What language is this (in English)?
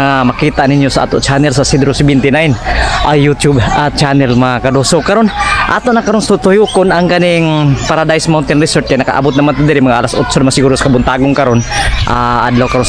Cebuano